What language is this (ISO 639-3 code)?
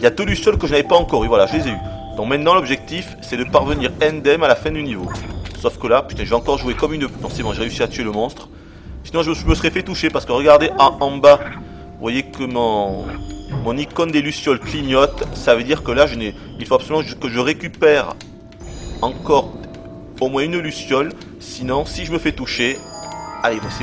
fra